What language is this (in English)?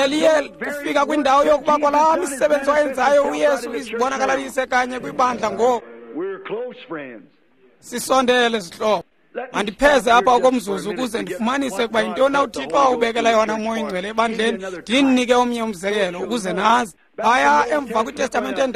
Xhosa